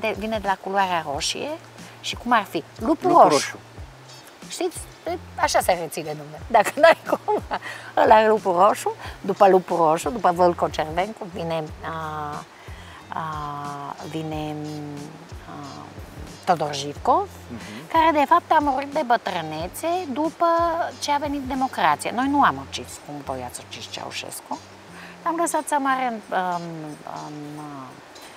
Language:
Romanian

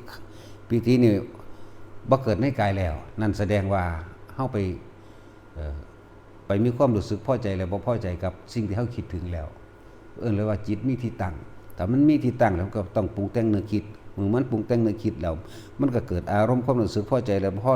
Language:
Northeastern Thai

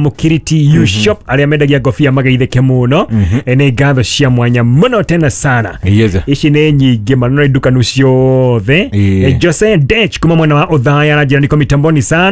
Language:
Kikuyu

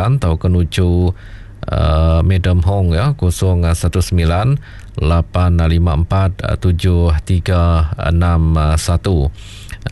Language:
Iban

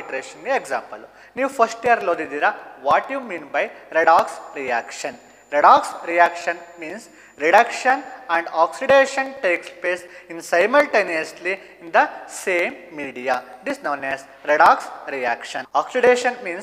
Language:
Kannada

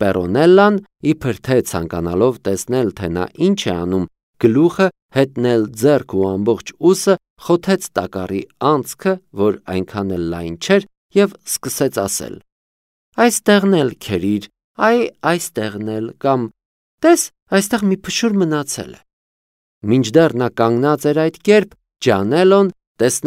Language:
Armenian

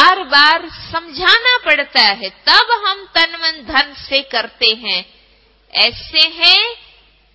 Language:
Hindi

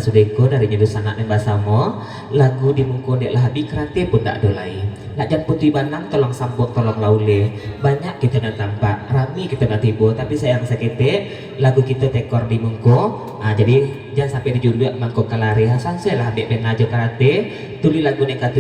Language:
Minangkabau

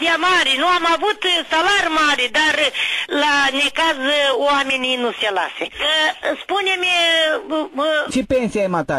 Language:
Romanian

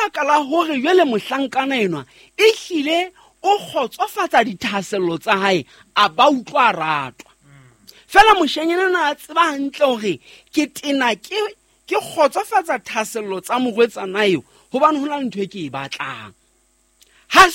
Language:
Southern Sotho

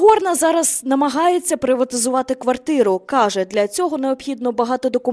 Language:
Ukrainian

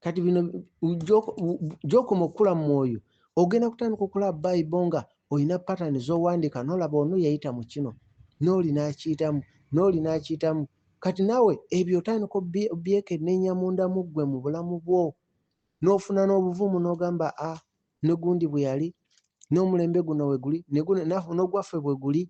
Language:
Ganda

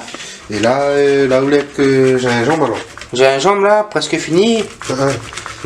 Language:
Réunion Creole French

